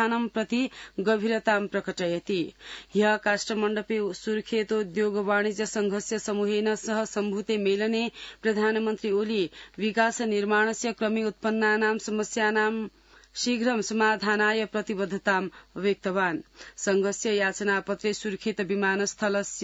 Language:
Sanskrit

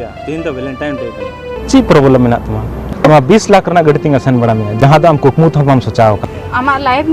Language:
Santali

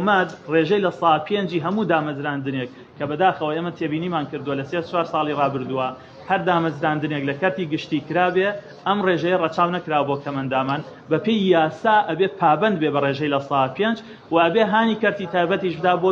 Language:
Central Kurdish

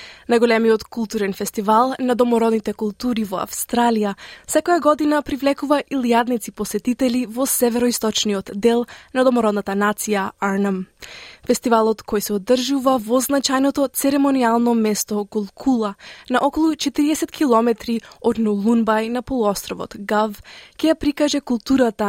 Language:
Macedonian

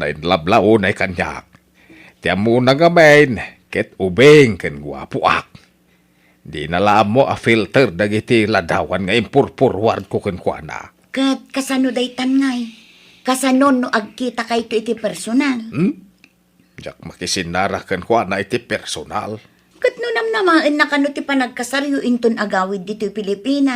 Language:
Iloko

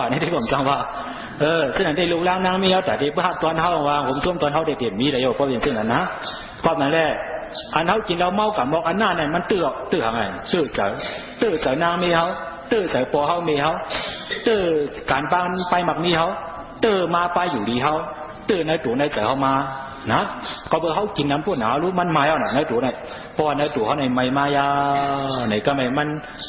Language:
Shan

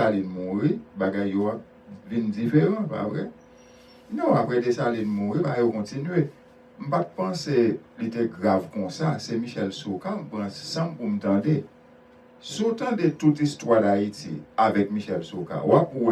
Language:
Haitian Creole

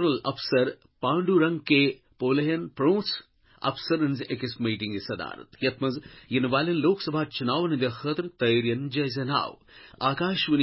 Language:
Kashmiri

